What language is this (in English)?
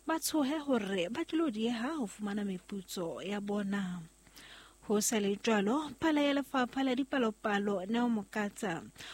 Southern Sotho